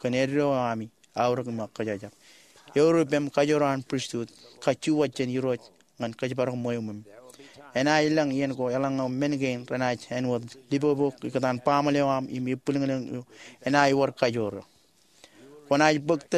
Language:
Marshallese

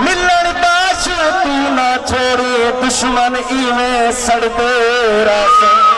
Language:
Saraiki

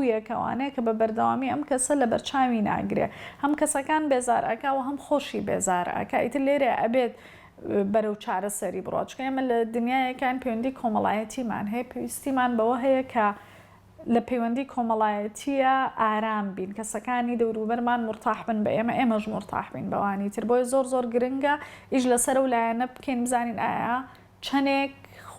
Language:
Central Kurdish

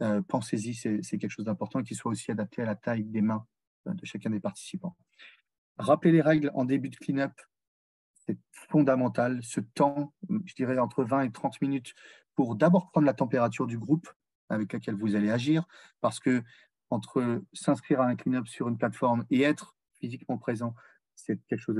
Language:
French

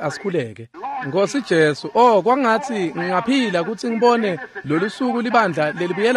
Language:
Swati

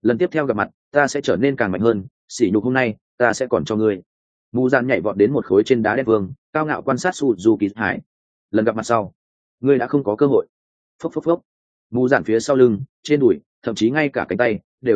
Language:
Vietnamese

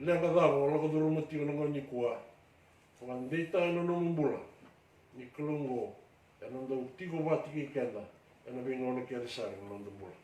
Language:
Fijian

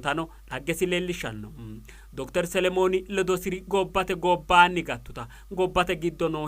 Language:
Sidamo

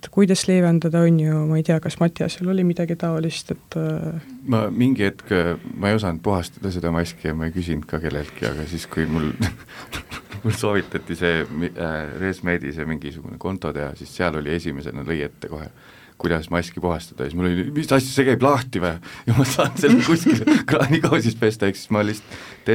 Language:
Estonian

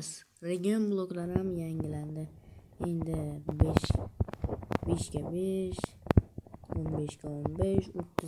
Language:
Uzbek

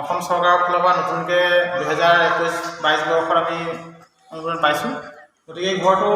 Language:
Assamese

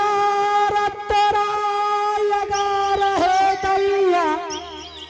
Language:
Angika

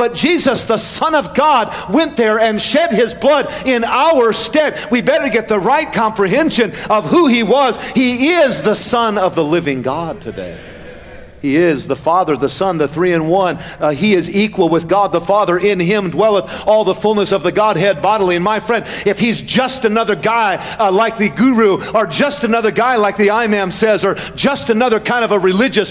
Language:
English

